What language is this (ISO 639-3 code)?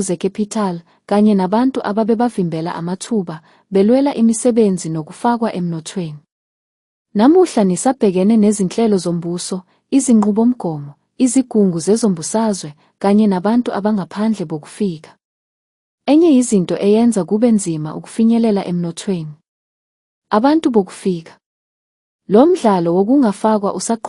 zul